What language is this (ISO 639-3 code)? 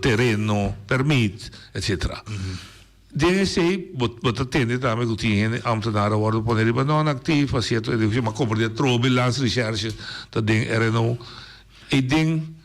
pap